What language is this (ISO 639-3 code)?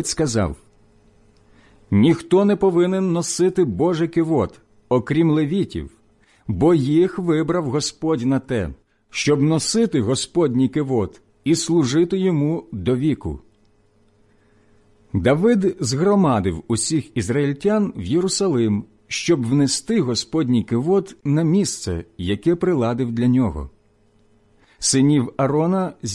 ukr